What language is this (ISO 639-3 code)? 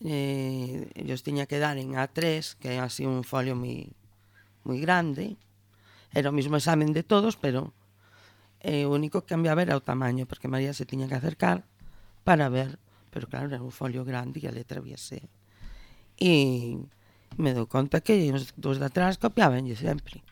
glg